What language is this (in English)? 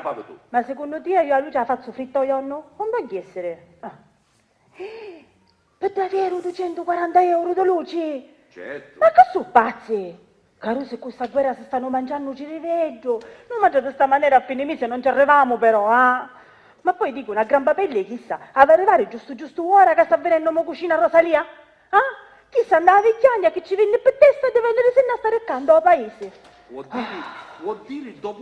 Sicilian